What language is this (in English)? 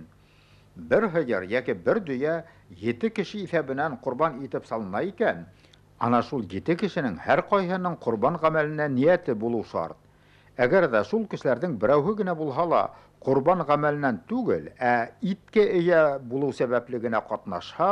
Bashkir